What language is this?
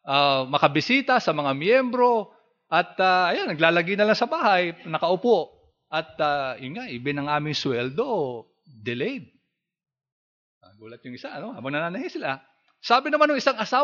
Filipino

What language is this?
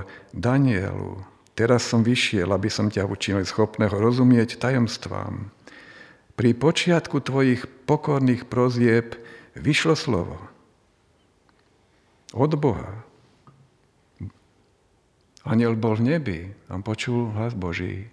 Slovak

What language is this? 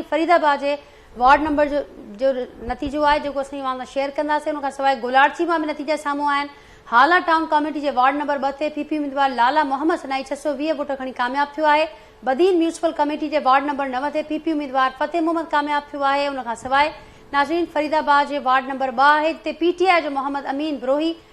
Sindhi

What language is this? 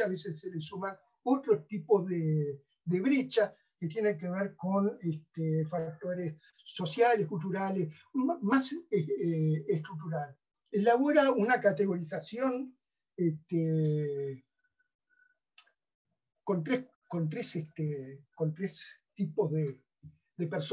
Spanish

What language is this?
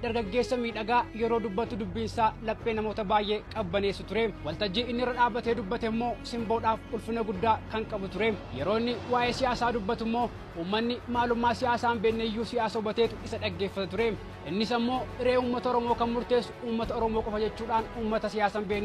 Oromo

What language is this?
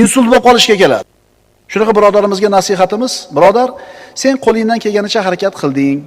Uzbek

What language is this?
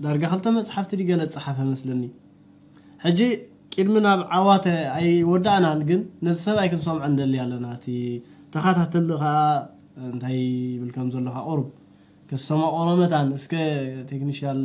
Tigrinya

